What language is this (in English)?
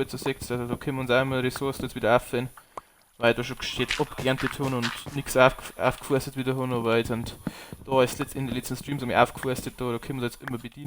Bavarian